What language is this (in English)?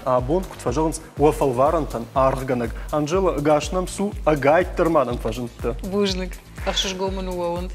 Ossetic